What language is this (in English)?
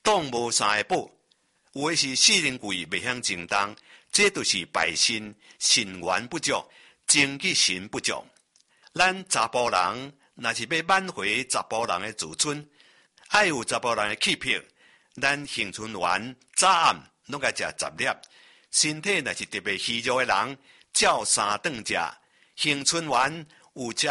Min Nan Chinese